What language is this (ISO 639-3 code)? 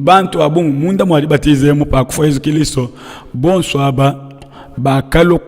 lua